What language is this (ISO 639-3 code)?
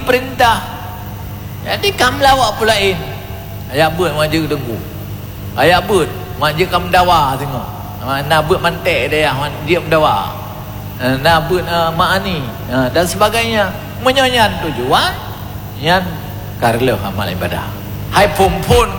ace